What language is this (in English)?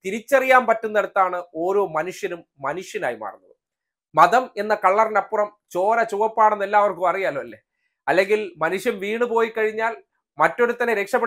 Malayalam